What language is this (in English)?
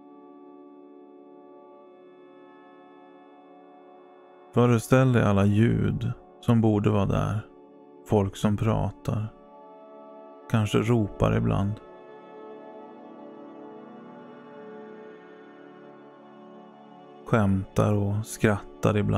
Swedish